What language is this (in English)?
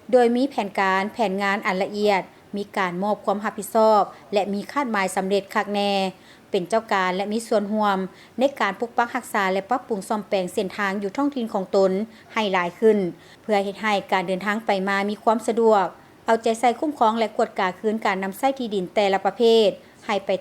Lao